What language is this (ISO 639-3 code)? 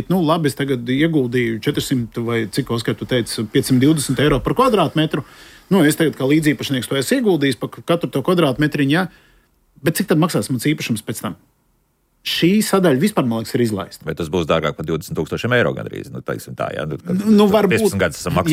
lav